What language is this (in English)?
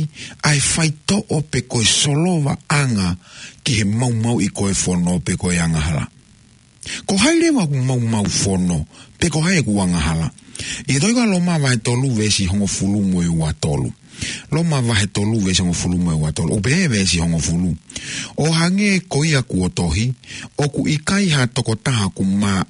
Tongan